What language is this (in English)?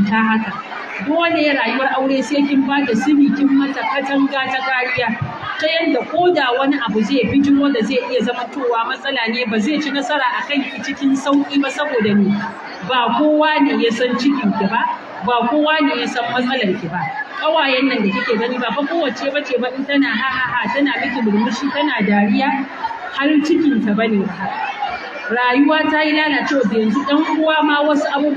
Hausa